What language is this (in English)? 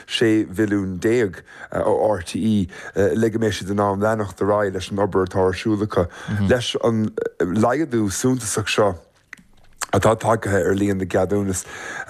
Irish